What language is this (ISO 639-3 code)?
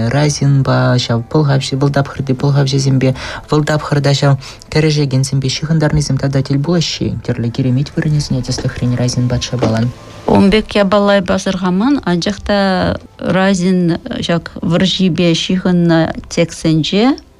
chv